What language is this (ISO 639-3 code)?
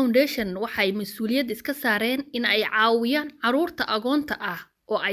som